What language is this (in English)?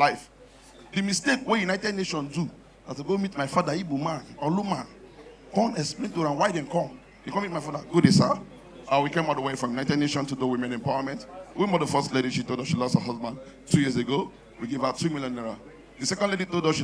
Nigerian Pidgin